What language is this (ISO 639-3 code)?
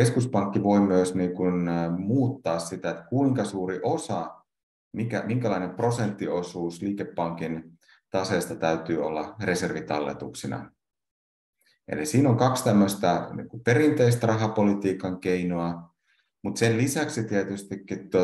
fin